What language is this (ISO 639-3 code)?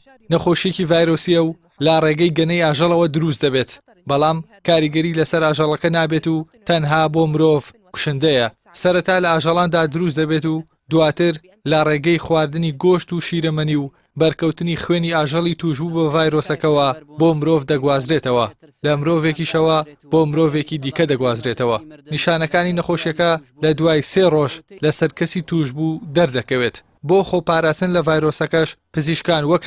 ckb